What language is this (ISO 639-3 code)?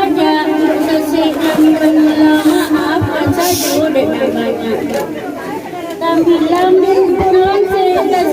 min